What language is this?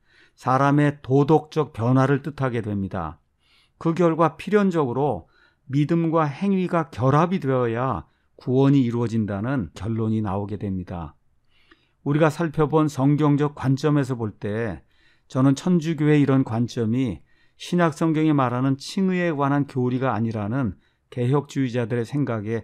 Korean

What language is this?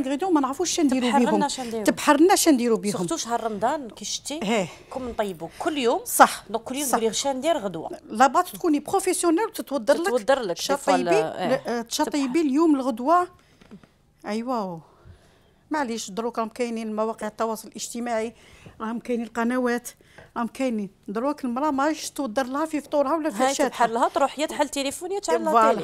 Algerian Arabic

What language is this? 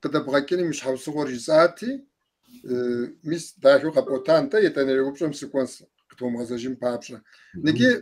Kabardian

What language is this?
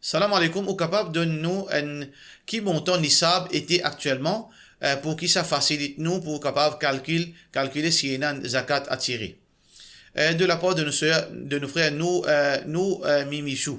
Morisyen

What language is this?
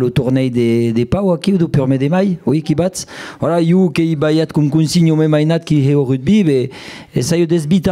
Occitan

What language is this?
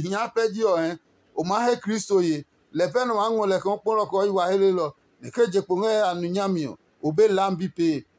Adangme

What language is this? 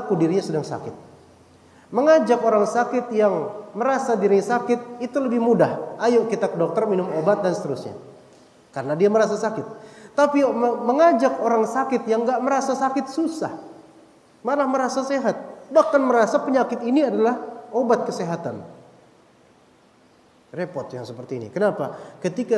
Indonesian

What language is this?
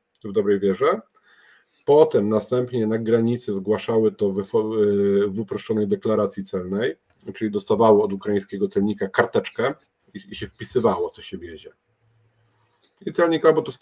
Polish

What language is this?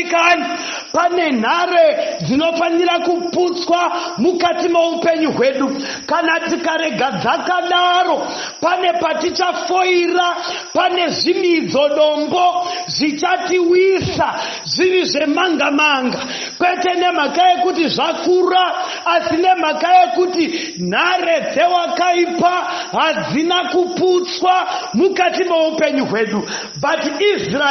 Shona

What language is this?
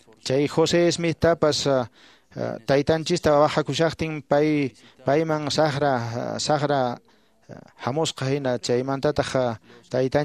Quechua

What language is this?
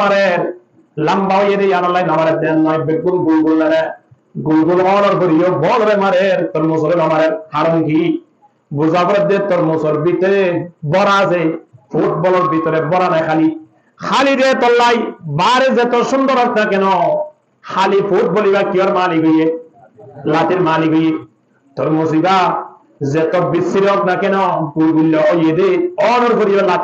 Rohingya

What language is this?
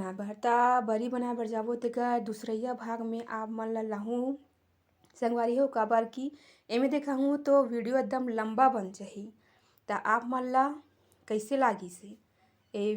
Chhattisgarhi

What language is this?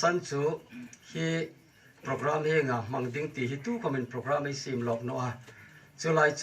Hmar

